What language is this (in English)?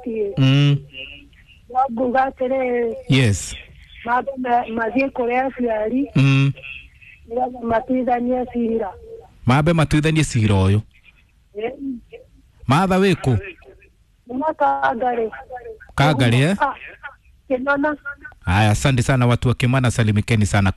Kikuyu